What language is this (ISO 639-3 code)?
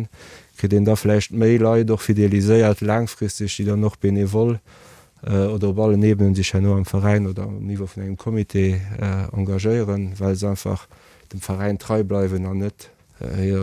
ltz